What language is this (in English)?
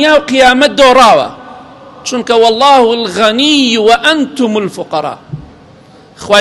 Central Kurdish